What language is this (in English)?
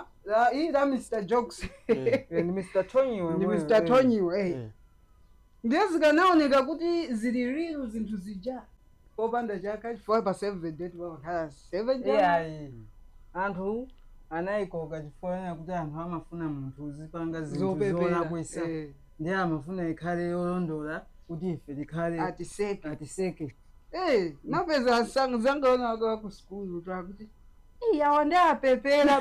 Nyanja